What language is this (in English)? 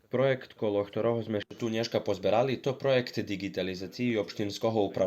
Rusyn